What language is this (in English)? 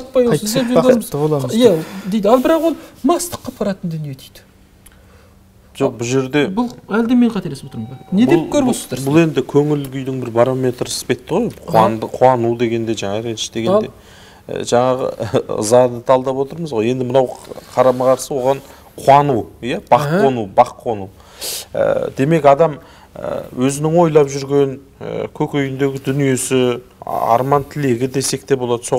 Kazakh